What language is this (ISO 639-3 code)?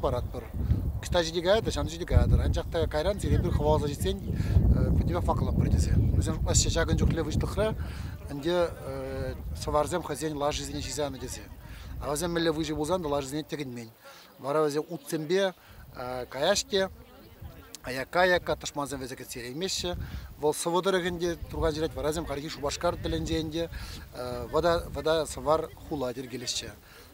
chv